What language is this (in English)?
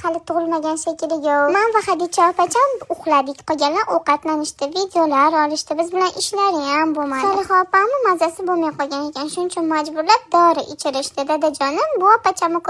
Uzbek